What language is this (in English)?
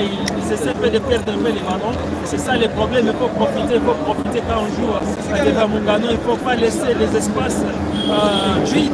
French